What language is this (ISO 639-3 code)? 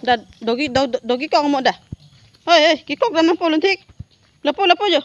mjw